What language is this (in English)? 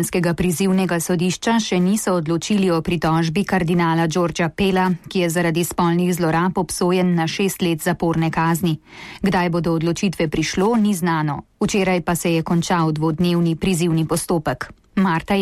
Slovenian